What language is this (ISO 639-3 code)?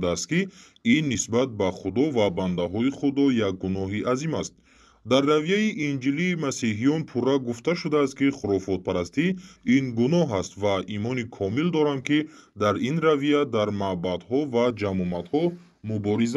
tgk